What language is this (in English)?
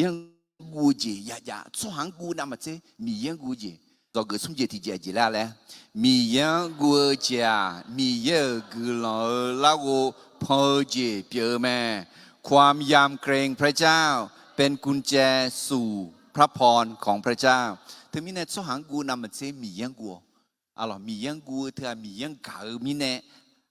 Akha